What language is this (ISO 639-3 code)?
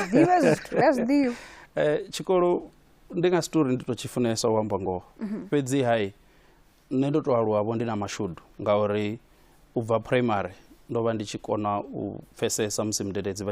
ven